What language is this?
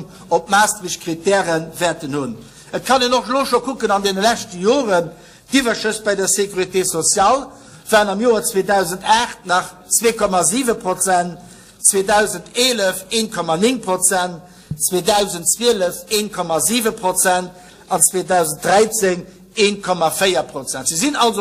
Luxembourgish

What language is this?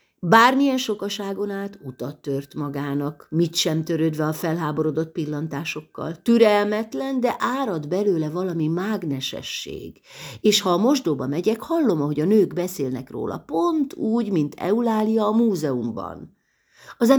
Hungarian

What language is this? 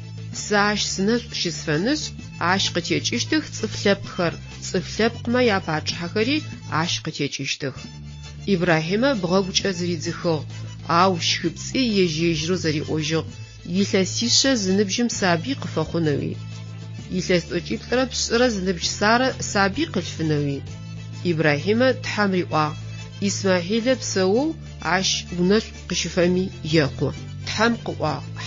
Adyghe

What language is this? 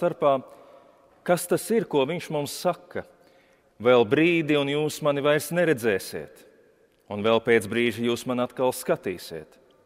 Latvian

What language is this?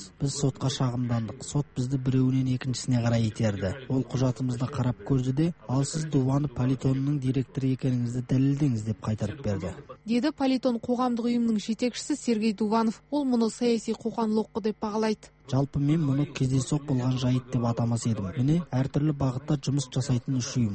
Kazakh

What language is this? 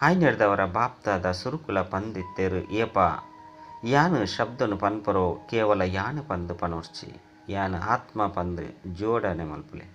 Tulu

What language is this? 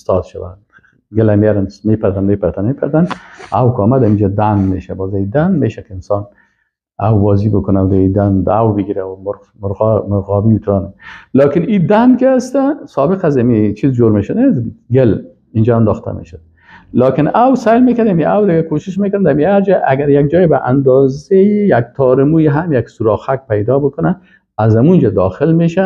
Persian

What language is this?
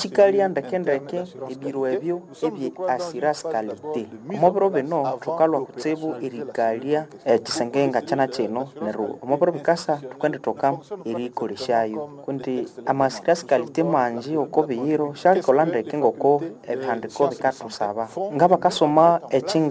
Nande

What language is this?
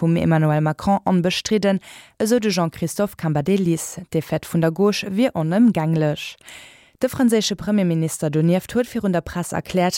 Luxembourgish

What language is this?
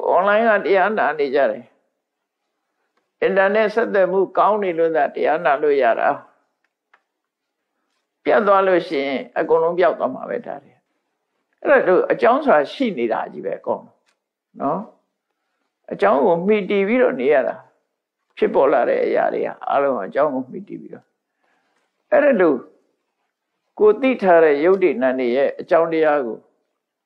Burmese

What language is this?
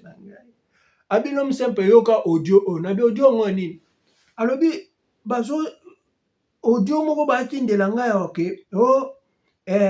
Lingala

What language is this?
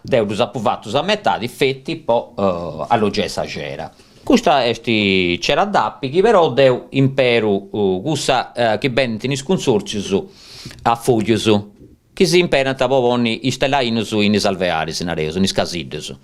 Sardinian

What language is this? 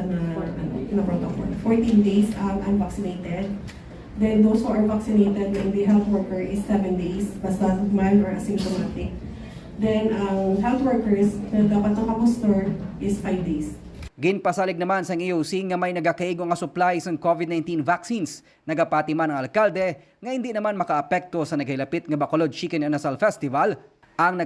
Hiligaynon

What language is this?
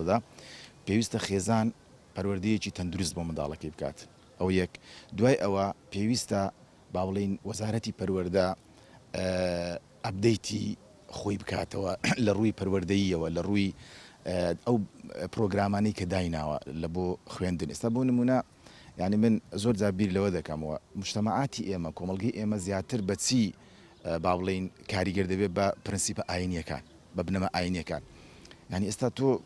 Central Kurdish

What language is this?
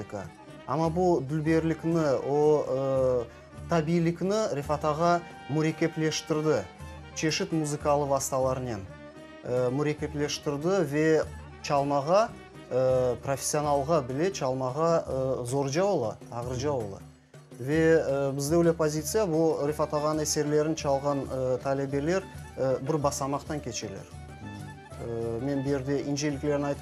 Crimean Tatar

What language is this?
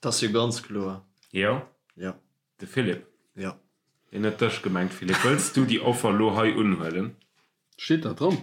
Luxembourgish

